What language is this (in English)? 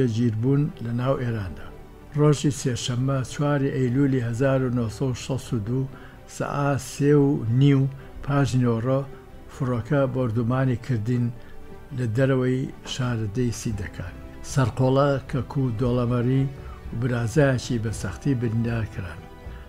Central Kurdish